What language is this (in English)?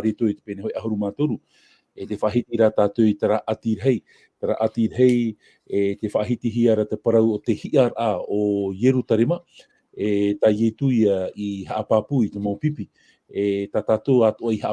Tahitian